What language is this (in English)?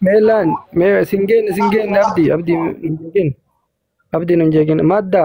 Oromo